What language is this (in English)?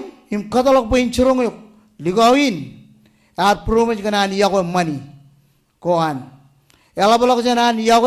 Marshallese